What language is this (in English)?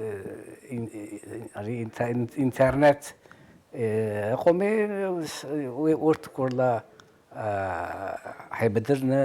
Abkhazian